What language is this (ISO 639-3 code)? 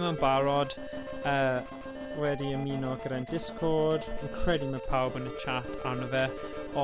cym